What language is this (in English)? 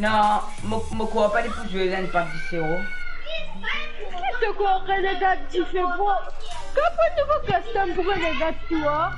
Morisyen